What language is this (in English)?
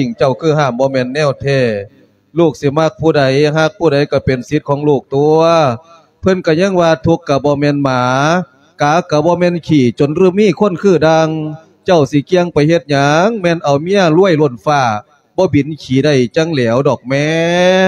Lao